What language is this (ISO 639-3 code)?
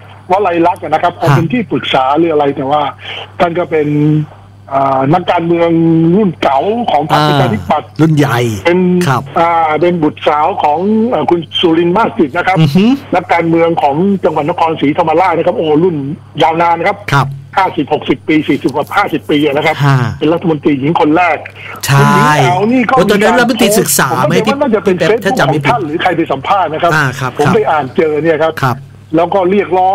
tha